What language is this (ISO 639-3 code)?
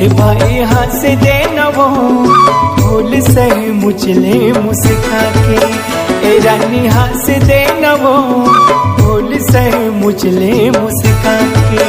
hne